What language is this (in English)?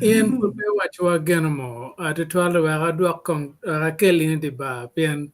Acoli